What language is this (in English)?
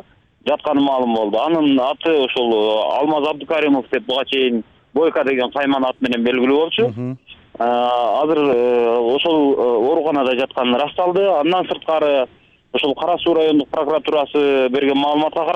Kyrgyz